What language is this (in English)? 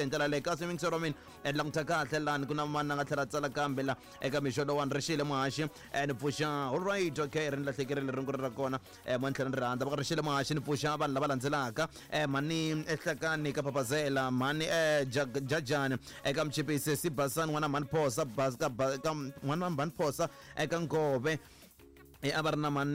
Tsonga